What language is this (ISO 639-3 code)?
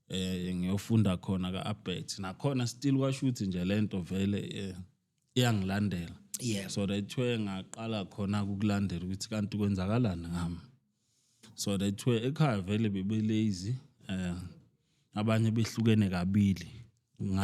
zul